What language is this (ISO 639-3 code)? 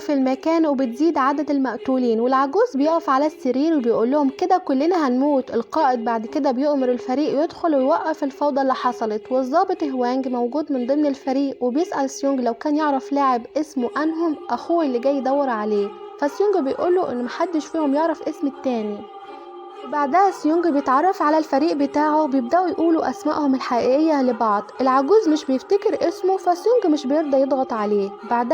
arz